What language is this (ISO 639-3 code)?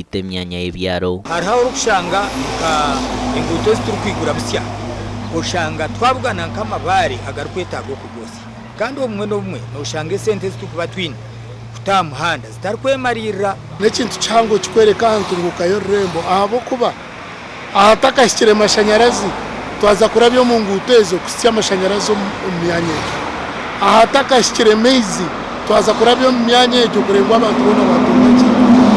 nyn